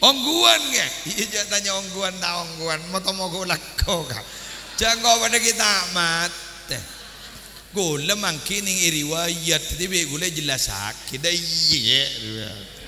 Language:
Madurese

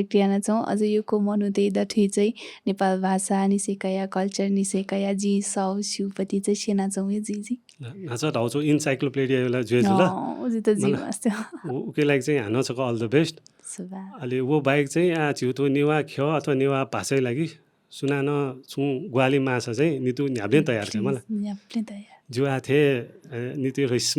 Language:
Newari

